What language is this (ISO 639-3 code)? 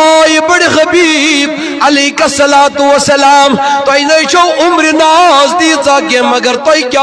kas